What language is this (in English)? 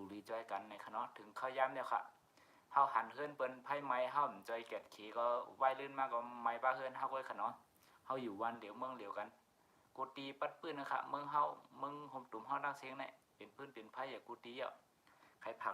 Shan